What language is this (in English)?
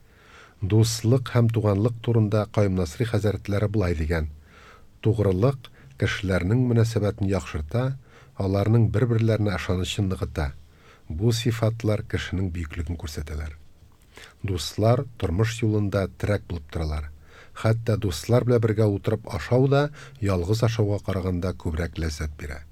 Tatar